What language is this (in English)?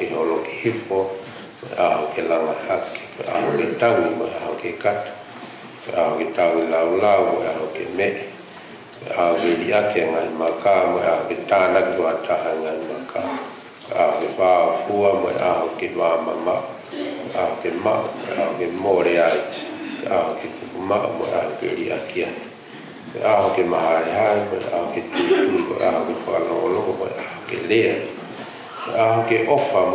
Tongan